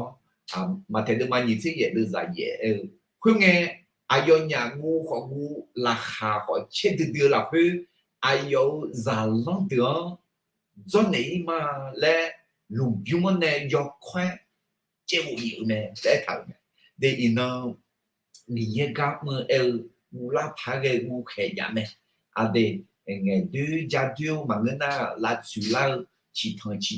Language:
Akha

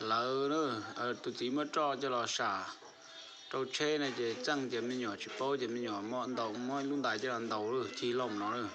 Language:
Hmong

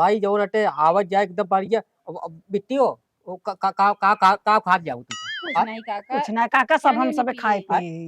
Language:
Awadhi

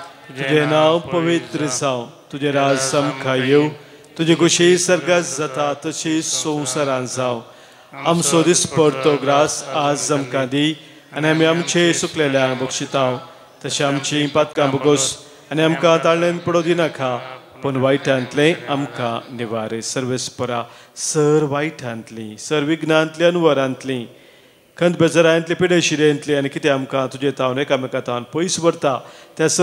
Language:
Konkani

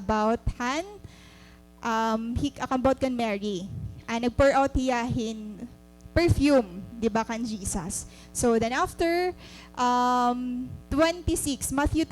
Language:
Waray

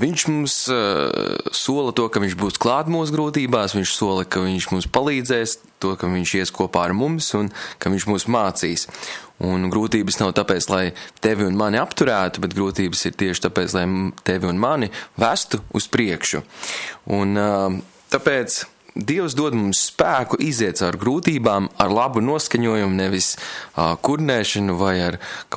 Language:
Latvian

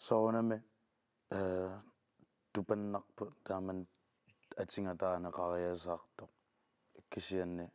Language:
Kalaallisut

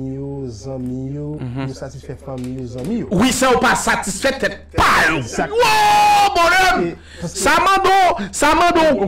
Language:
Haitian Creole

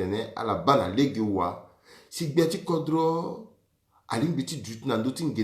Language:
Sango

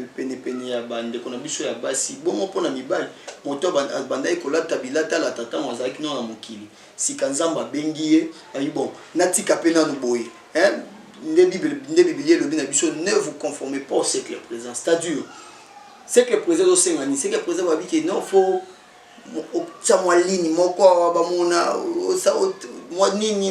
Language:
Lingala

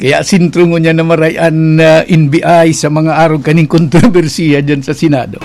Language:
Bikol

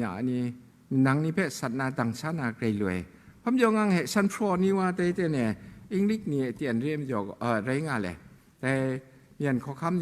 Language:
Kachin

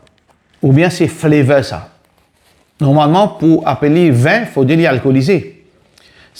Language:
Morisyen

